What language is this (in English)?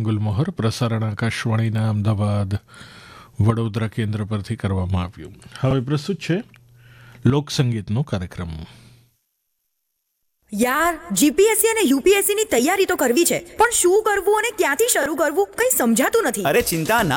Gujarati